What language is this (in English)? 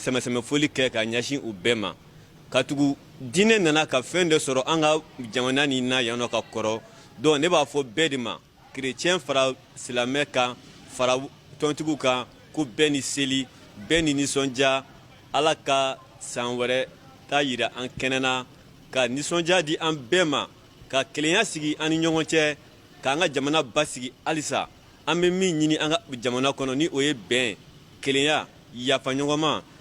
Bambara